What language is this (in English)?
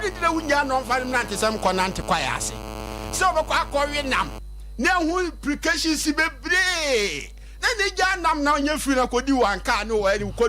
Akan